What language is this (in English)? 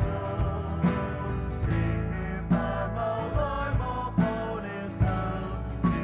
Poumei Naga